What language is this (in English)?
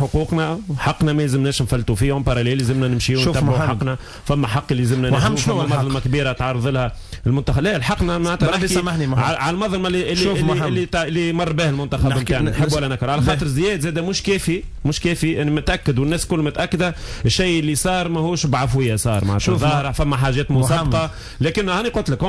Tunisian Arabic